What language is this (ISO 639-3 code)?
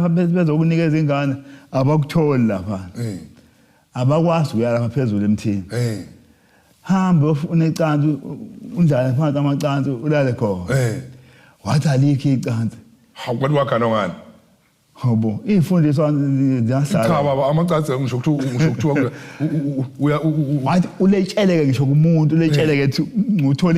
zul